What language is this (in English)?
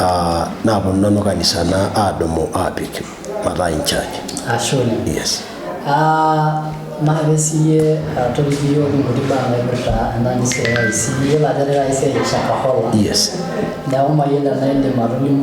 Masai